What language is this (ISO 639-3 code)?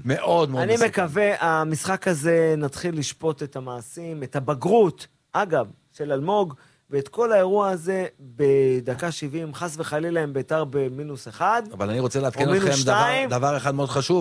heb